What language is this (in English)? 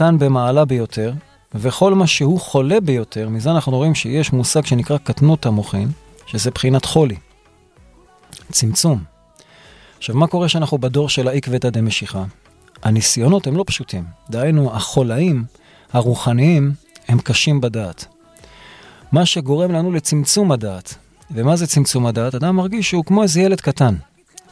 Hebrew